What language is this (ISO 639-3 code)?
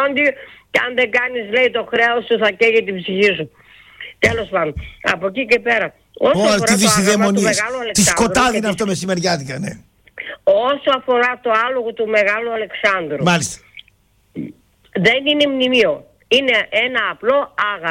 ell